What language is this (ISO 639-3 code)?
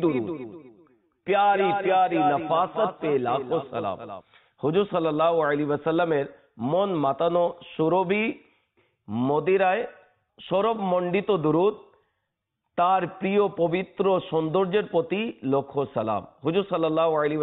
ben